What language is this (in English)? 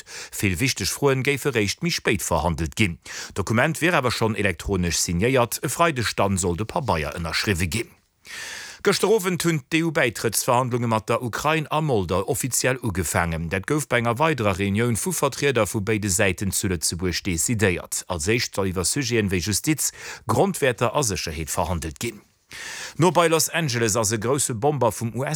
Luxembourgish